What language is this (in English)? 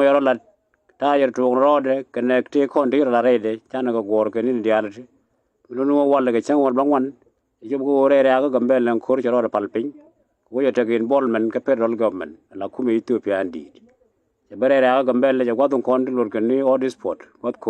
Nuer